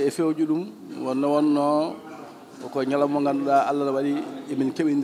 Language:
Fula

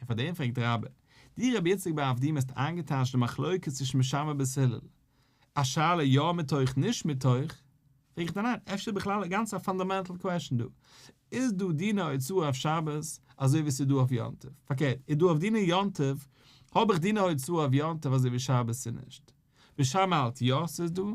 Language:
Yiddish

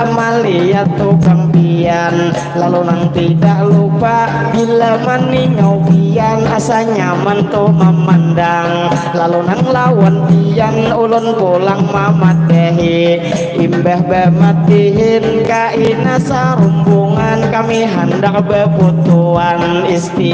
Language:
Banjar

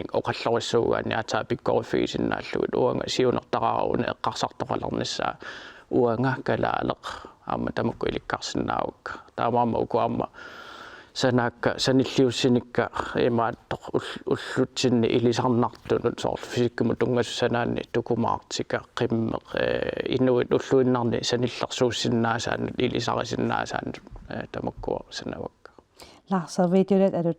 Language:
Kalaallisut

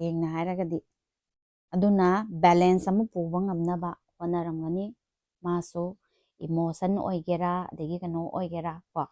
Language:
Manipuri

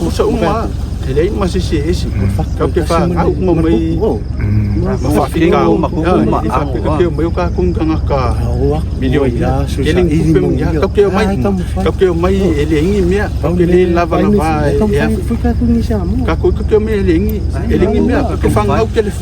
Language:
Samoan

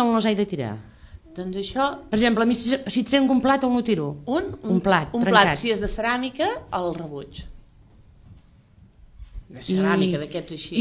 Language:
Catalan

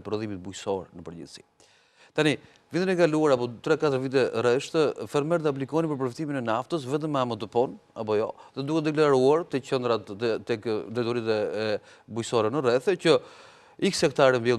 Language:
Albanian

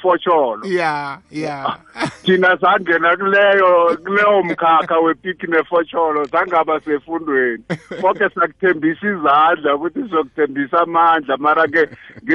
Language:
South Ndebele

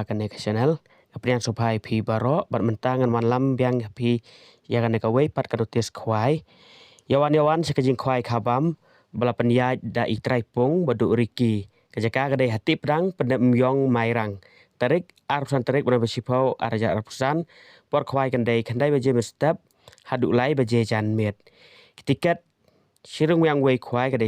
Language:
Khasi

